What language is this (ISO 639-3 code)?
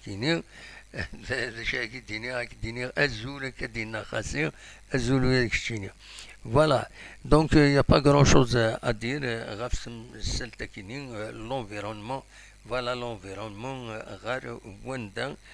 kab